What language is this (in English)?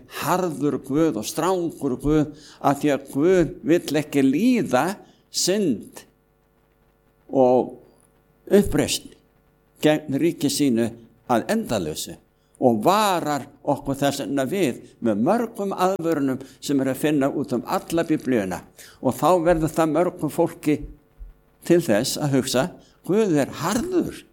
Icelandic